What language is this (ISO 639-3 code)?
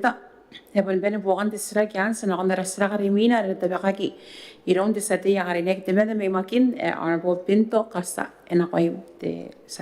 gil